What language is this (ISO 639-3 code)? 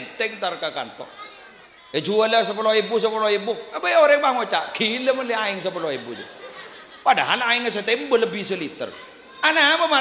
mad